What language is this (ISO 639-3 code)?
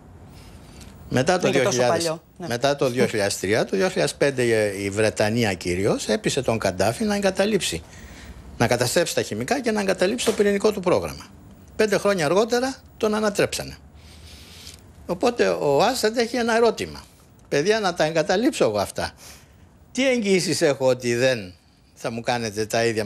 ell